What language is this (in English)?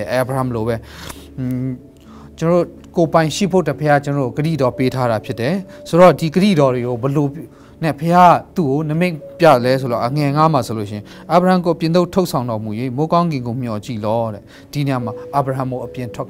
Burmese